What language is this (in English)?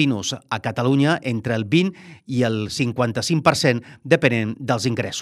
Catalan